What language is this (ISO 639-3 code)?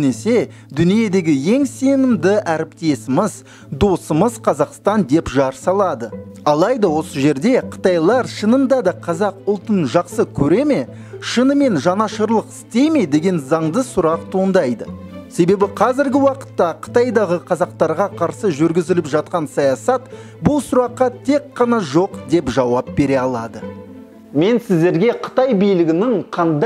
kaz